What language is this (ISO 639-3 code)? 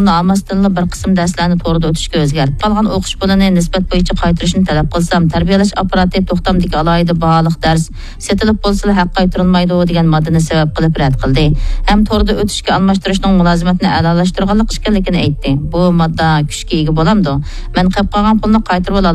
uig